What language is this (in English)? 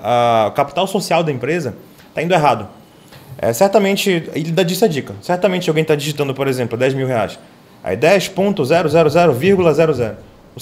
Portuguese